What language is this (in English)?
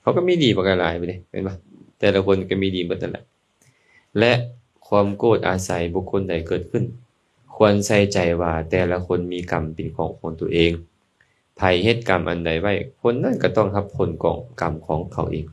Lao